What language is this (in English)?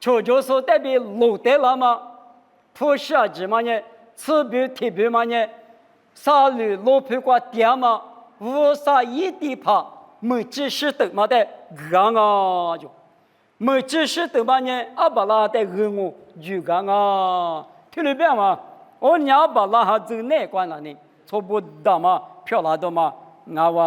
Lisu